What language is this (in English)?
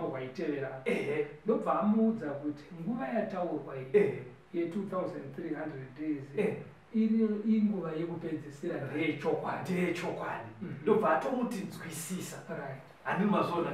Shona